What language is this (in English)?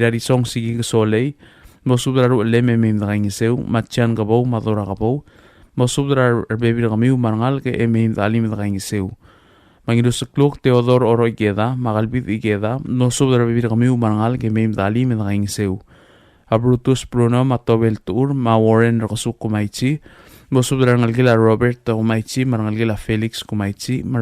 Palauan